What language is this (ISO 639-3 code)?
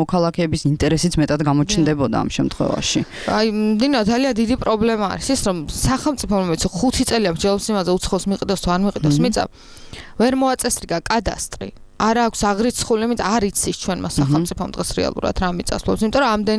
kat